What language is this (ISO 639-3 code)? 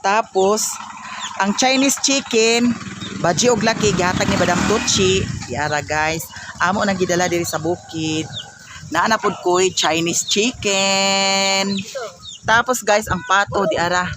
ceb